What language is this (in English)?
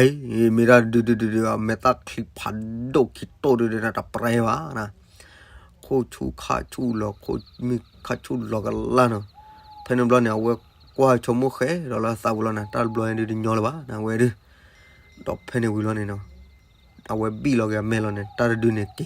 S'gaw Karen